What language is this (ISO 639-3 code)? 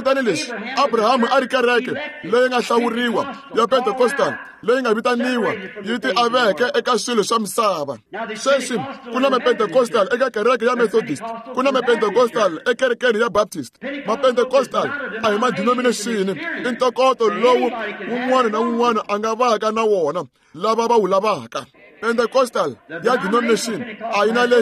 tso